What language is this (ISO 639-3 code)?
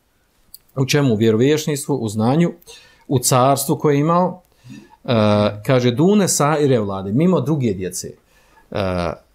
bos